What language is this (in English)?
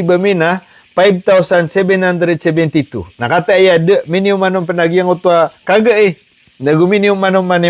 Maranao